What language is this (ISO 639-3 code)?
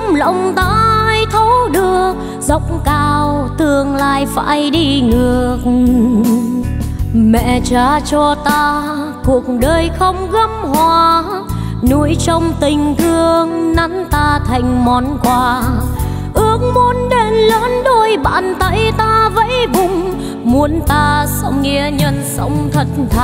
vie